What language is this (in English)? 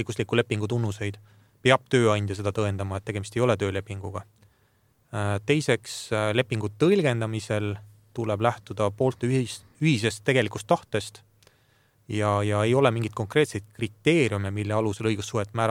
Estonian